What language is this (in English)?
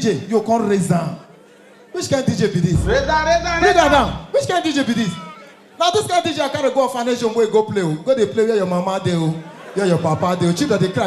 Nigerian Pidgin